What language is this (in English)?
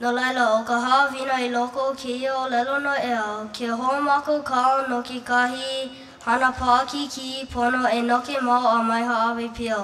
Hawaiian